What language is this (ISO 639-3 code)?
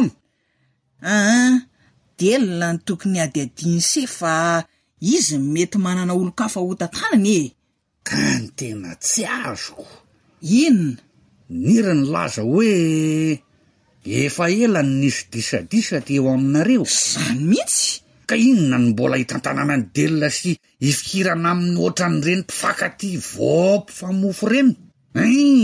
mlg